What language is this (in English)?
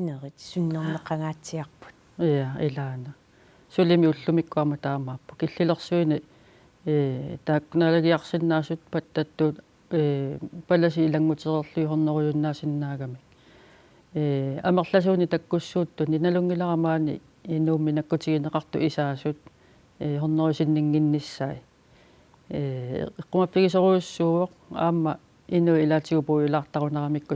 Kalaallisut